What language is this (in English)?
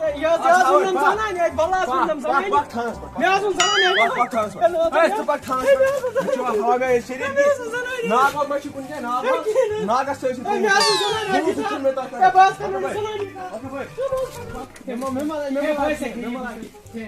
Kashmiri